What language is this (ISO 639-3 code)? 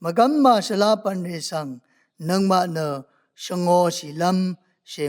raw